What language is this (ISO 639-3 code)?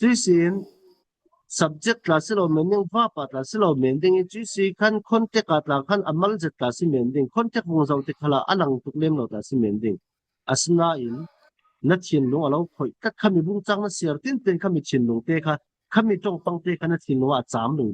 cfm